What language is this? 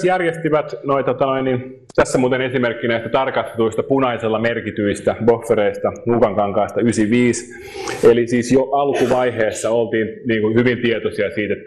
Finnish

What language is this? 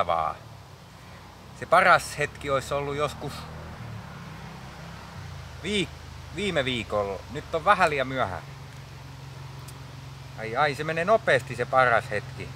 Finnish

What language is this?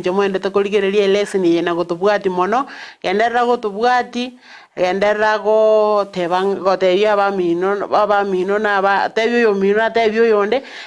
Gusii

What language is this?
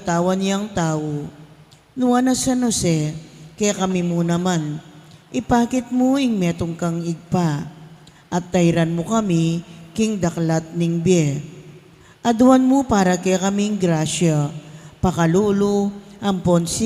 Pampanga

